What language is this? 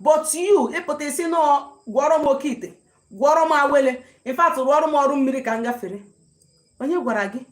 Igbo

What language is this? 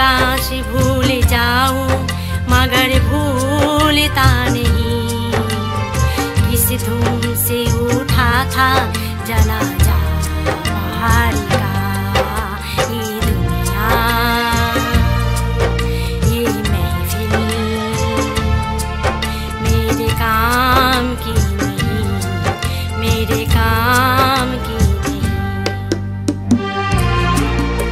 Hindi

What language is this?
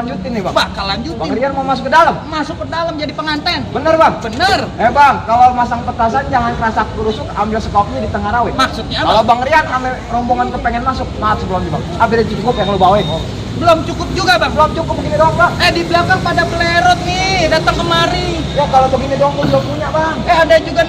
Betawi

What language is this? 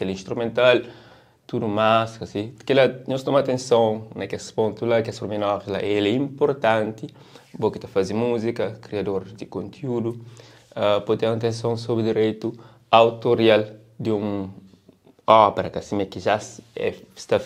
Kabuverdianu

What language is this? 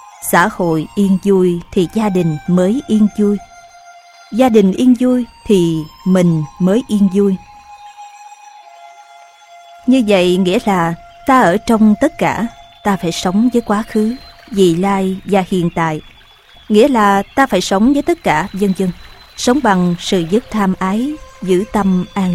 Vietnamese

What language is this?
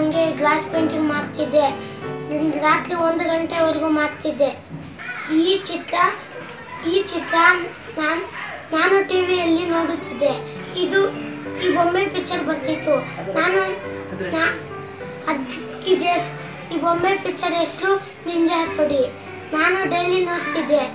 Kannada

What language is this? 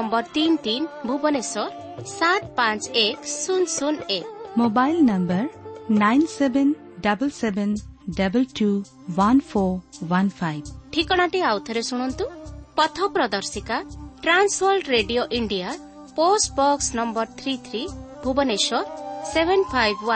Odia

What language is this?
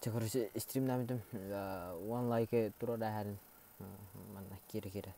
Yakut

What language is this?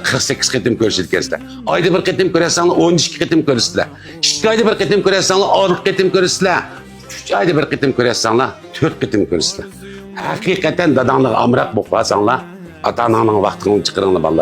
Uyghur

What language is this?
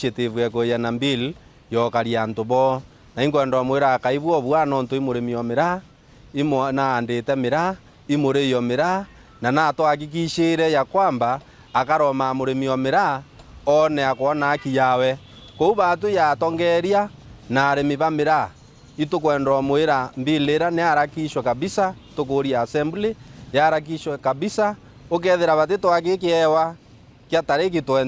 Meru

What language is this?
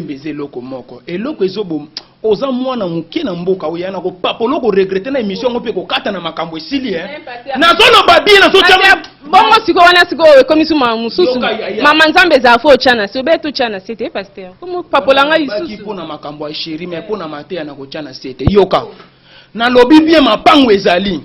Lingala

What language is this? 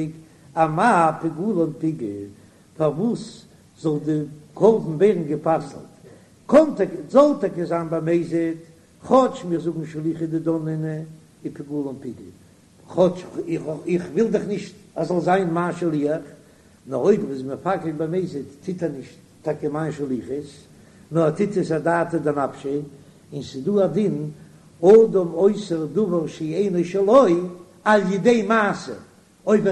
Yiddish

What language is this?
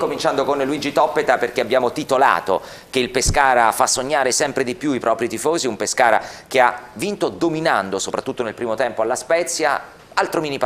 Italian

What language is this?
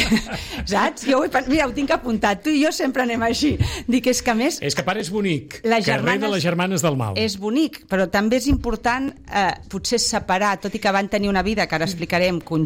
Catalan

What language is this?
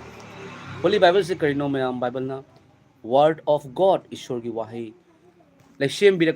Manipuri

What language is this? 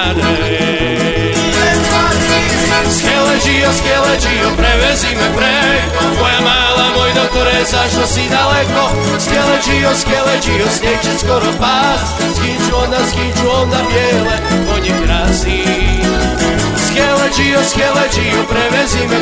Croatian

